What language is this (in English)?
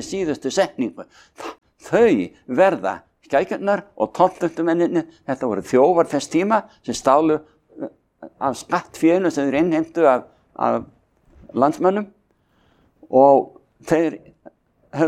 Icelandic